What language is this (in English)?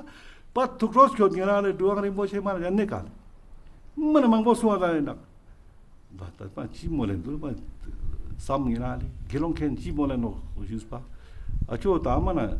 Ladakhi